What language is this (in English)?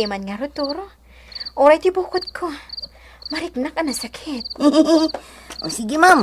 Iloko